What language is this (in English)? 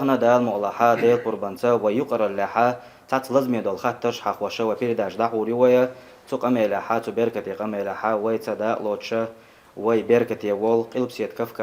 Chechen